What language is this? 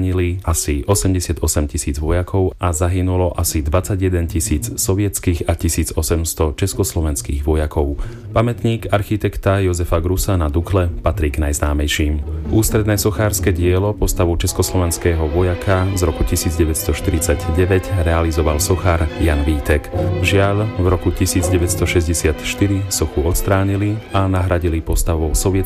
Slovak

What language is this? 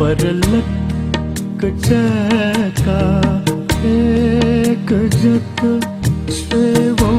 Newari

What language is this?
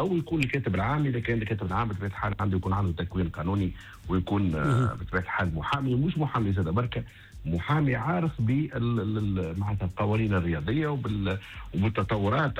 Tunisian Arabic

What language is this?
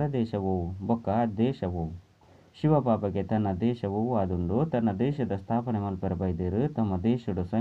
Tulu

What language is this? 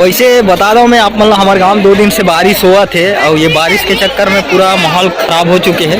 Chhattisgarhi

